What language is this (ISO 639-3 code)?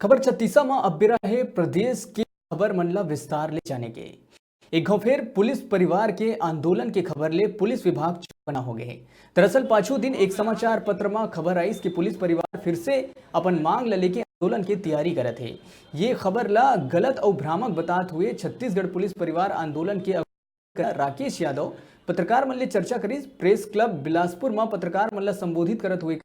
hne